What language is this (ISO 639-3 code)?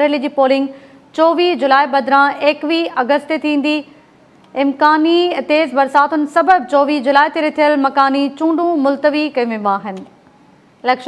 snd